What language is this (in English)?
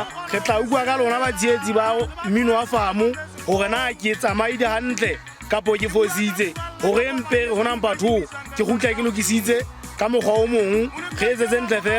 Southern Sotho